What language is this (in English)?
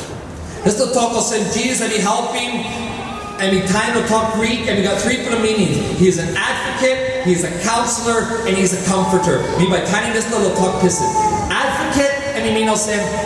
Tok Pisin